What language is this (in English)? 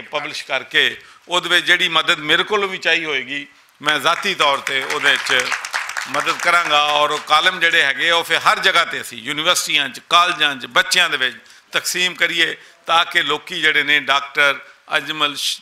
Western Panjabi